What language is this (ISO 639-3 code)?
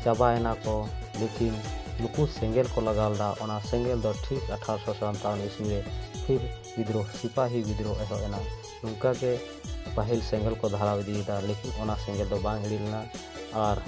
sat